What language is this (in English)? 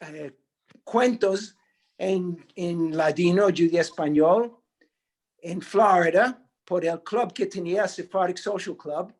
Ladino